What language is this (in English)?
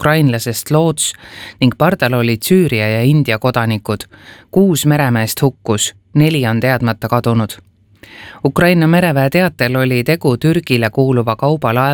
Estonian